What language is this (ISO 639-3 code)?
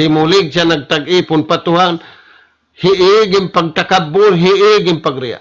tsg